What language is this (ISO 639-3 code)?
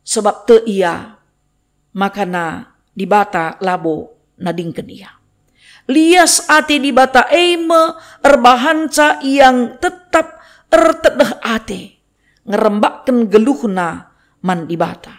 btx